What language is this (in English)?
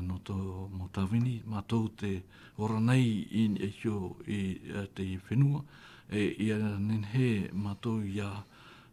Tahitian